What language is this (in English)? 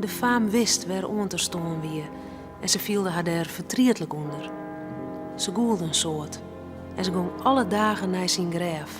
Western Frisian